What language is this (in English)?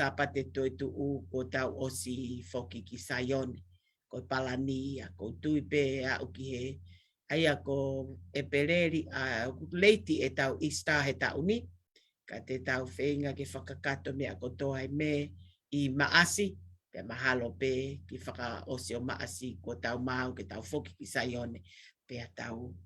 Tongan